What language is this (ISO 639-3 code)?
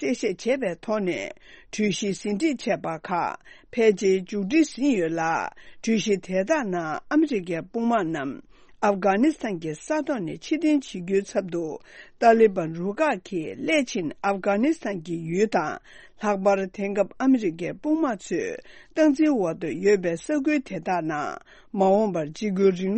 bod